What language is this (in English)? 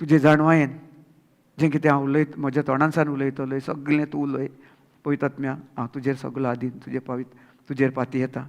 Konkani